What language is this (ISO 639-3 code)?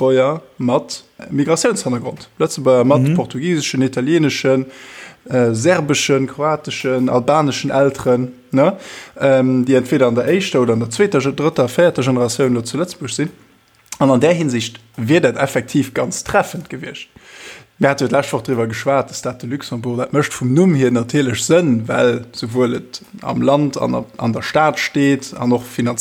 ltz